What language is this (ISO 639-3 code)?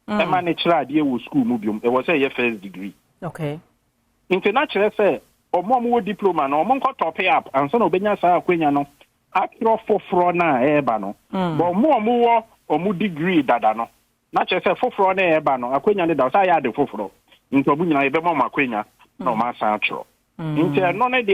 aka